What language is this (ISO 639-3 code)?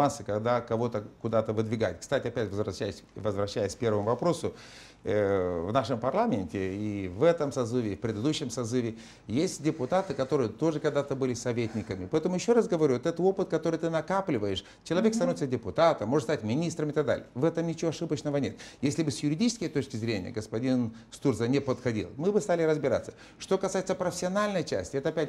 rus